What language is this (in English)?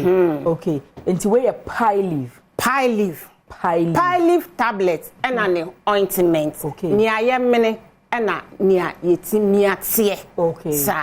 Akan